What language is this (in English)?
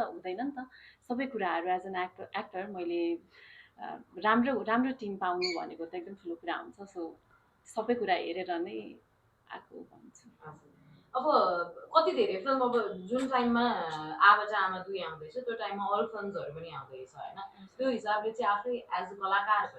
Nepali